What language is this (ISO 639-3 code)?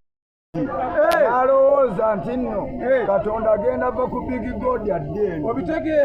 lug